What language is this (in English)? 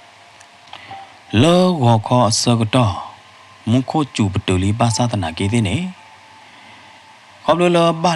S'gaw Karen